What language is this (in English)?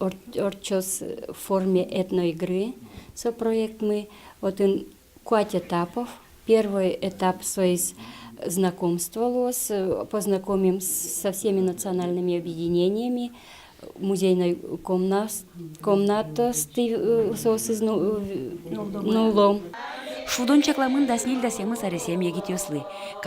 Udmurt